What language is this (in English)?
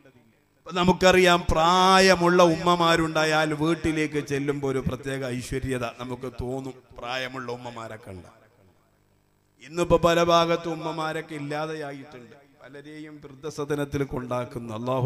Malayalam